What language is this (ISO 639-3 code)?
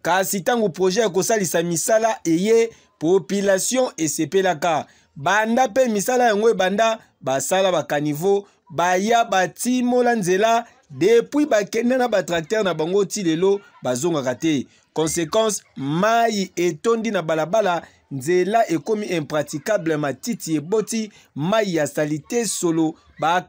lin